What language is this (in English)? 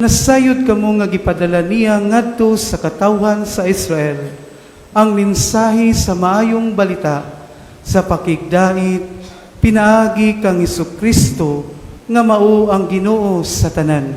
Cebuano